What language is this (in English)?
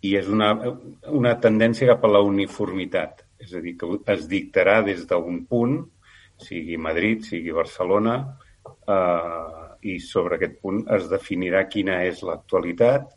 Catalan